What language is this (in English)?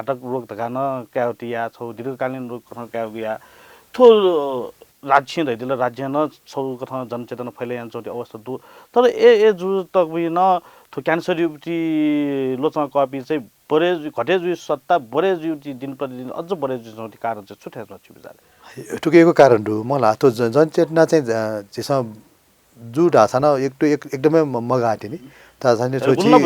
Newari